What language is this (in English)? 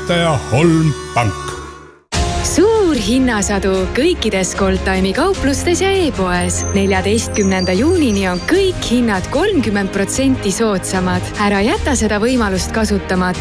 Estonian